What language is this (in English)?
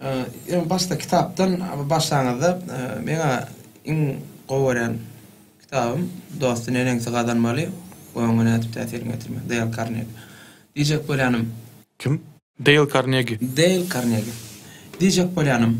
Turkmen